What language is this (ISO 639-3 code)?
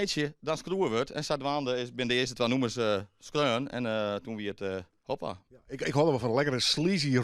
fry